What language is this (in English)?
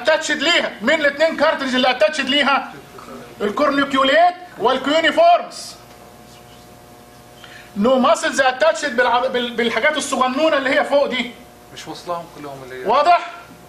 Egyptian Arabic